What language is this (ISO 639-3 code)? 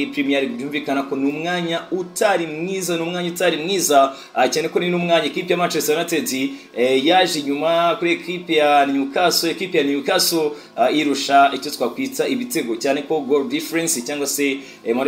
kin